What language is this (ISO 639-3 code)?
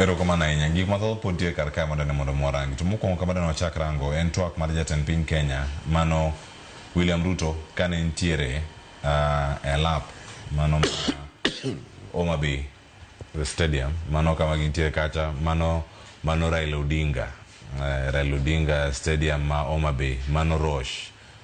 luo